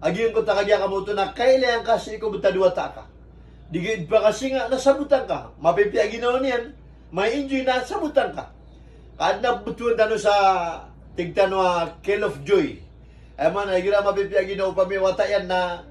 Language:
Maranao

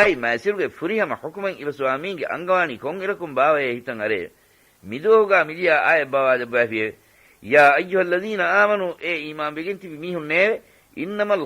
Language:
Divehi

